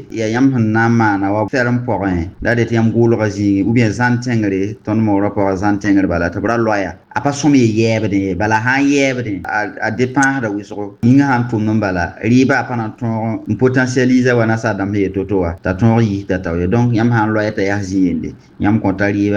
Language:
Mossi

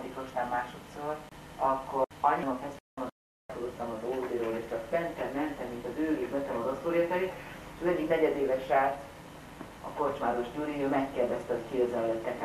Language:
Hungarian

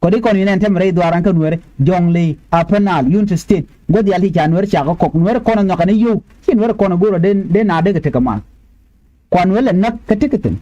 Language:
Nuer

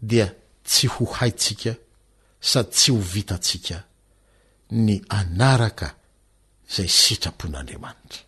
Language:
Malagasy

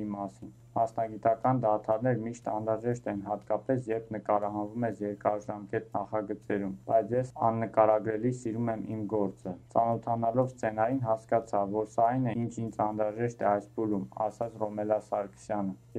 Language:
Armenian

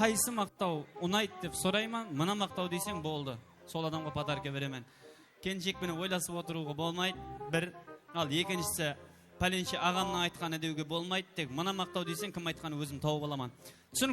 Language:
Kara-Kalpak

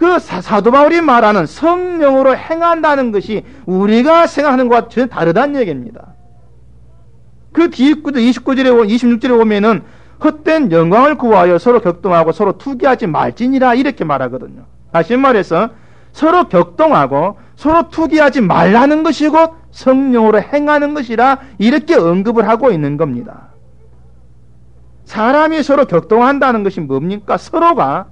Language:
Korean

